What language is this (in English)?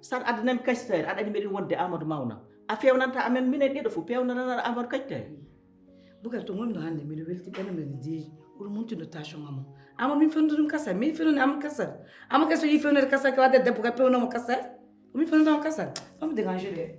Fula